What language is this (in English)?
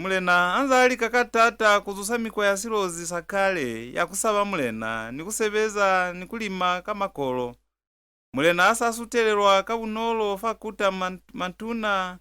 Lozi